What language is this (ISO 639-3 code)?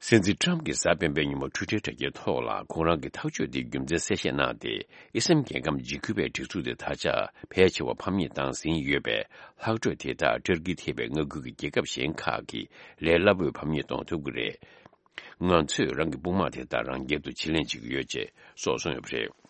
bod